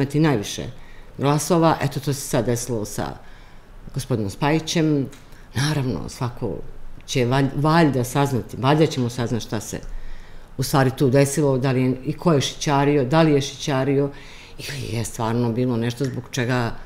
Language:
Serbian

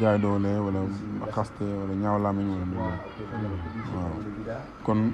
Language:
Wolof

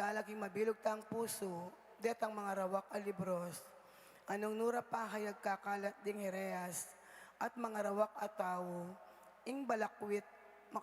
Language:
Pampanga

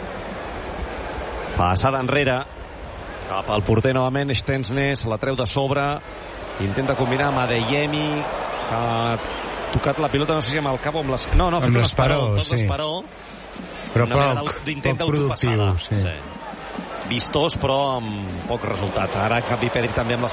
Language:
Catalan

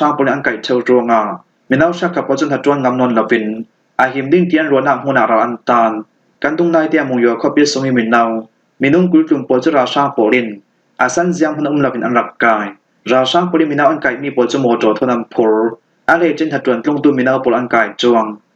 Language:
Falam Chin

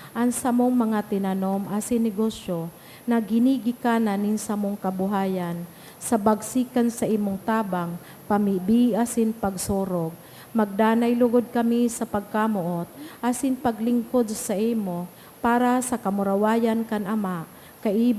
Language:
Bikol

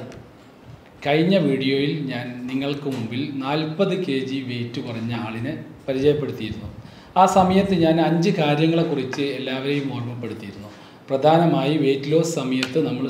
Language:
Malayalam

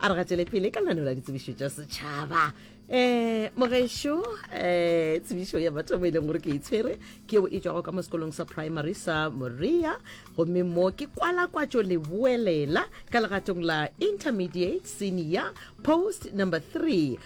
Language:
Northern Sotho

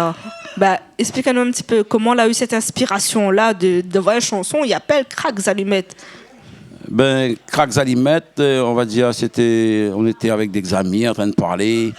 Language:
Réunion Creole French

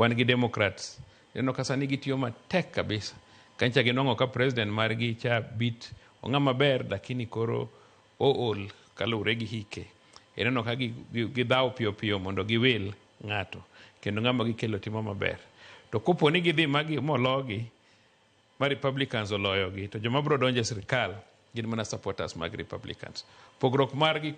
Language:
Luo (Kenya and Tanzania)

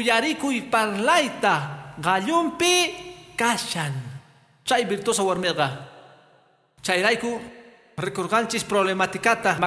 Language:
Quechua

